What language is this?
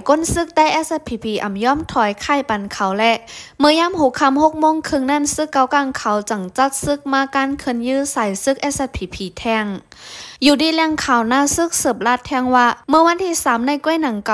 Shan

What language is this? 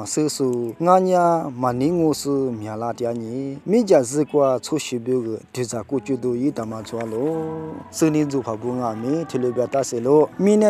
Lisu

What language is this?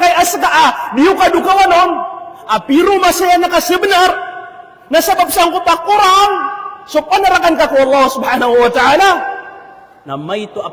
Maranao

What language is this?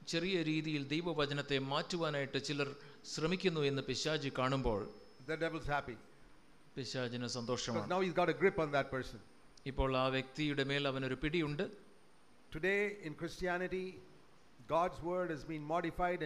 Malayalam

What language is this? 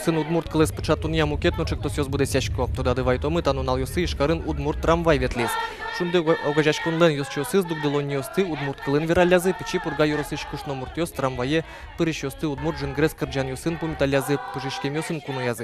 Udmurt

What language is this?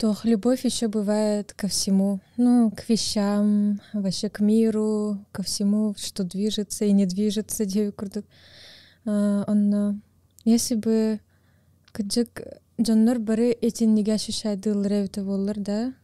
Yakut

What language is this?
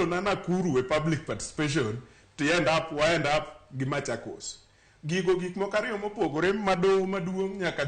Luo (Kenya and Tanzania)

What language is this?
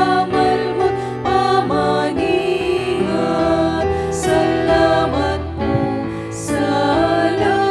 Pampanga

